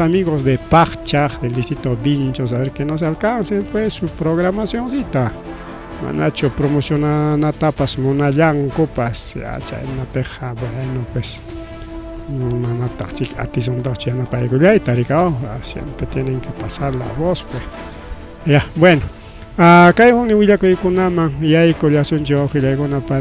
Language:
Ayacucho Quechua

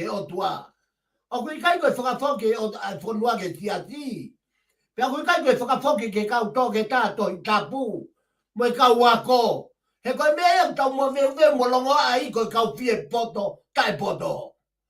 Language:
Tongan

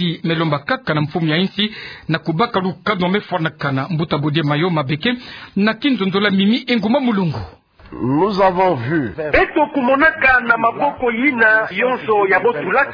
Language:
Kituba (Democratic Republic of Congo)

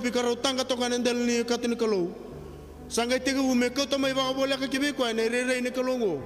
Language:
Fijian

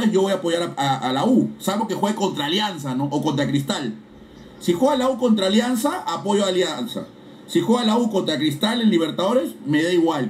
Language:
Spanish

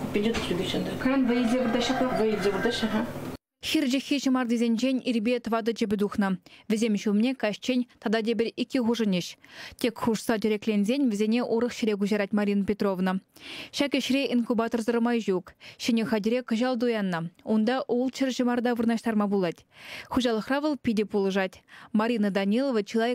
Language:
Chuvash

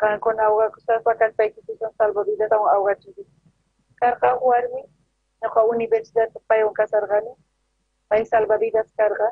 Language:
South Bolivian Quechua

